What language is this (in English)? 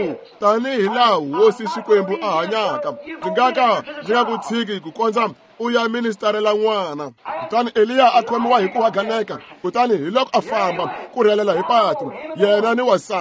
Tsonga